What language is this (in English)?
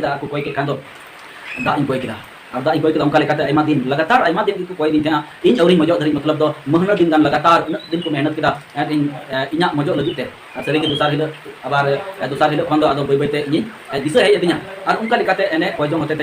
Santali